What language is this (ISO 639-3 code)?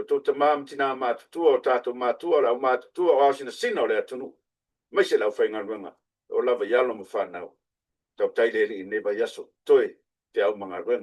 smo